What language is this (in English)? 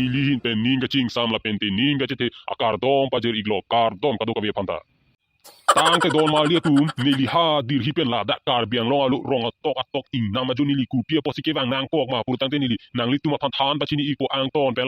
Karbi